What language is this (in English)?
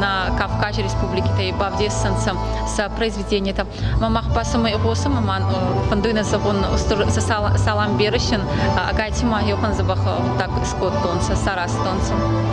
Ossetic